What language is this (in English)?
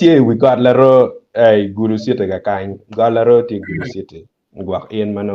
Acoli